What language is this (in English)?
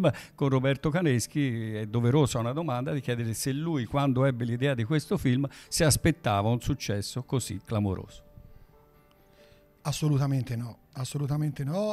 Italian